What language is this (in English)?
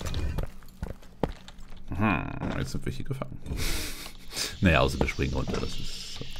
German